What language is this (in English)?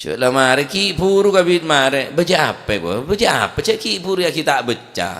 Madurese